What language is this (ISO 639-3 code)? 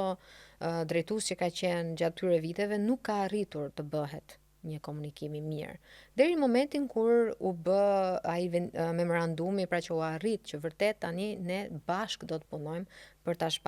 sqi